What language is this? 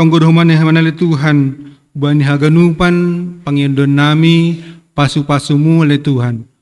Batak Simalungun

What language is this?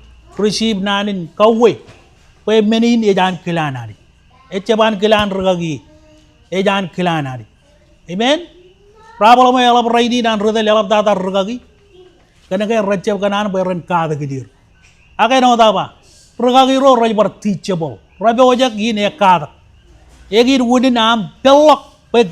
Marshallese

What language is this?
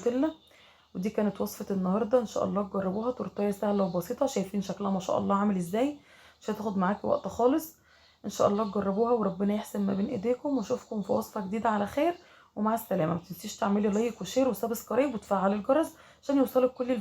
Egyptian Arabic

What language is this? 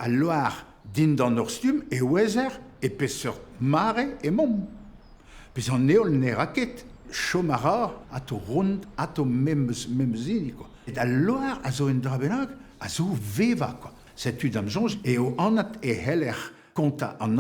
Breton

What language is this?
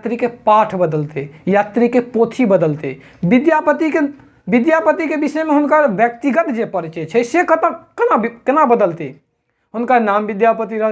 Maithili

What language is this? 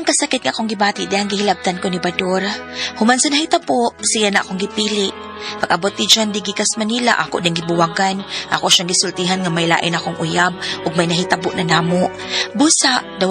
Cebuano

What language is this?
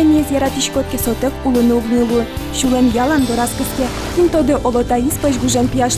Udmurt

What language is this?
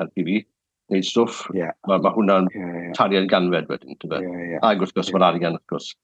Welsh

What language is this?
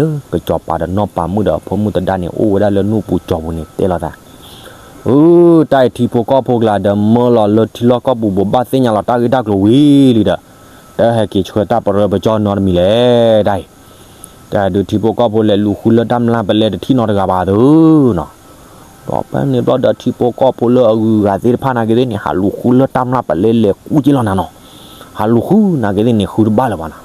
S'gaw Karen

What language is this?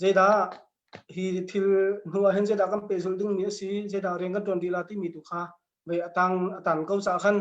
Hakha Chin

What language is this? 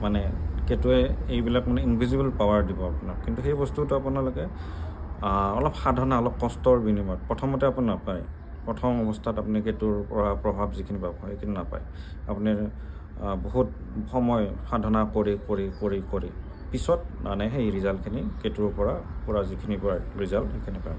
Assamese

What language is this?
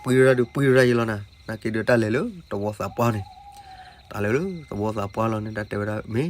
S'gaw Karen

